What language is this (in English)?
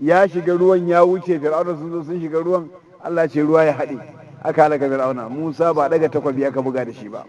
Hausa